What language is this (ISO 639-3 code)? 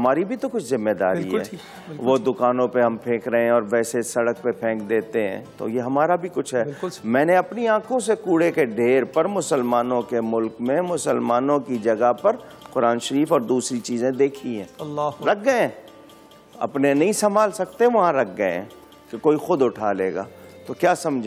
urd